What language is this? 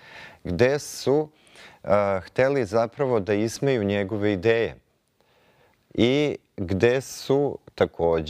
Serbian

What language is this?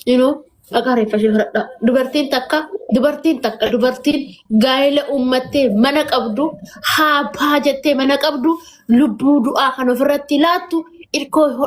Oromo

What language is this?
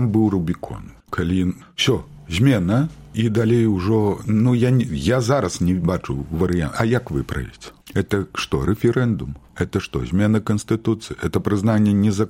Belarusian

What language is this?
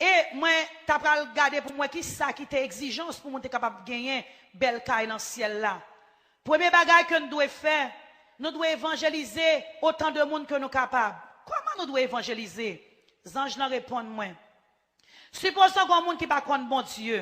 Haitian Creole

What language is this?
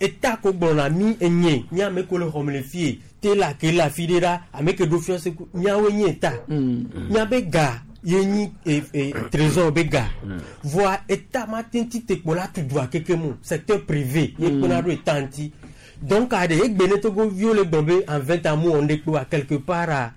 Gen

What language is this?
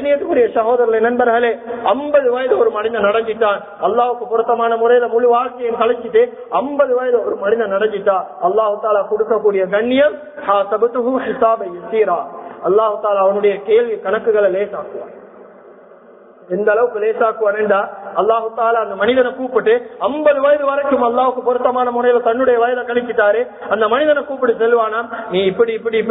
Tamil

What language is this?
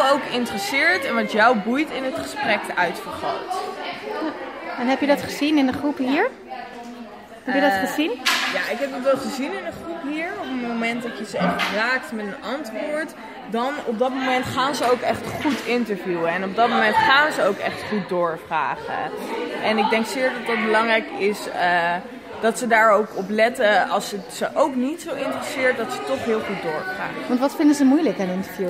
Dutch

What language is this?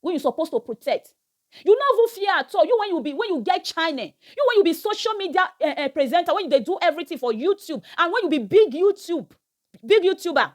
Nigerian Pidgin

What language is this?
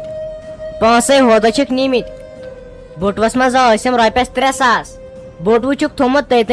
Kashmiri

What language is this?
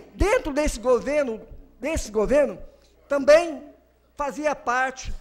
Portuguese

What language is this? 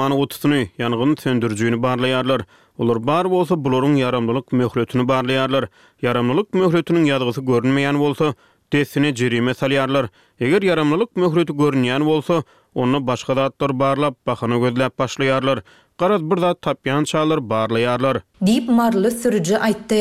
Turkmen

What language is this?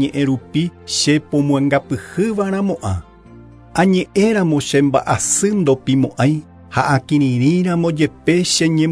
Guarani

